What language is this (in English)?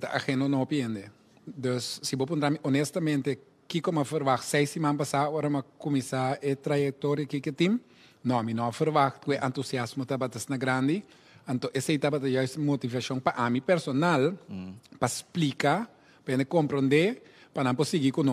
Papiamento